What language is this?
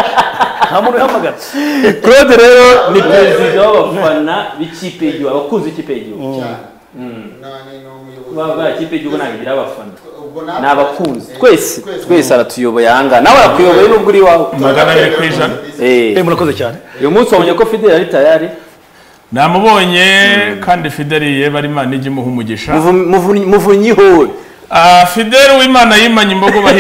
Kinyarwanda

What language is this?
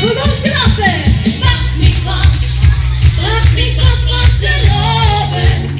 Limburgish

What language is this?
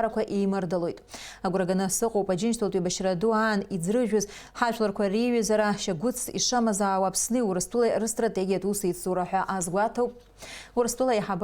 Abkhazian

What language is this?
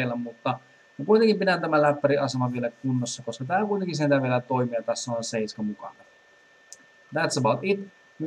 Finnish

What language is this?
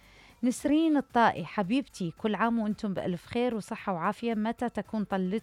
Mesopotamian Arabic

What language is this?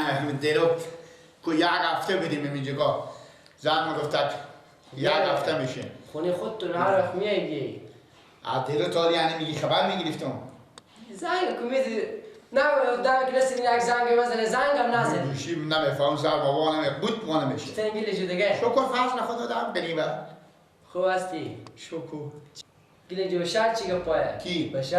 Persian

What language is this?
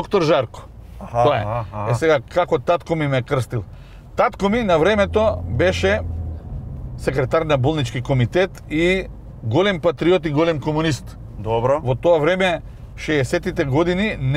Macedonian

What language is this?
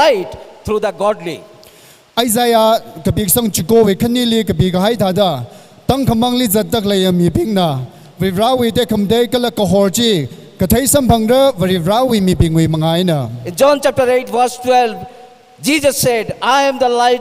Tangkhul Naga (India)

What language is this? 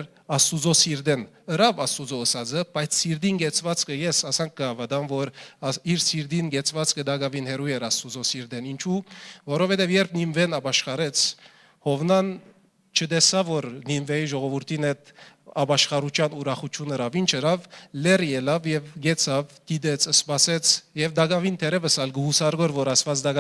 Western Armenian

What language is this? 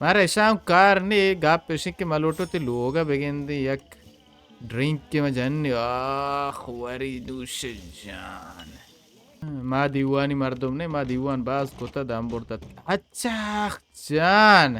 Baluchi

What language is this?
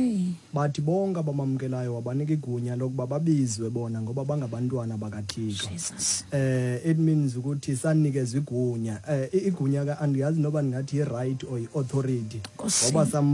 Xhosa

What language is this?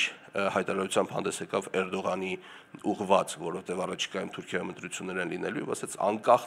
Armenian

